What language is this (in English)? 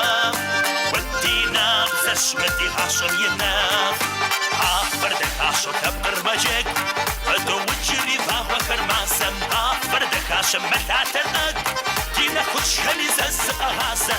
Kabardian